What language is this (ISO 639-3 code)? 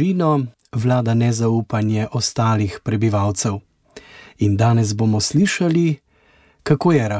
slv